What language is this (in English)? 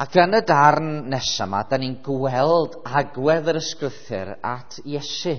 Welsh